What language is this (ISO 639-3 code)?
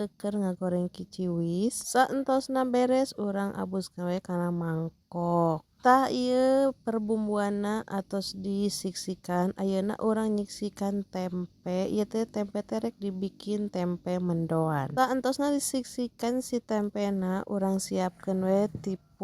sun